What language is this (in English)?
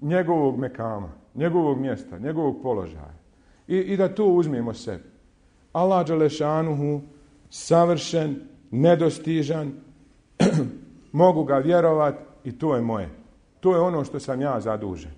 Bosnian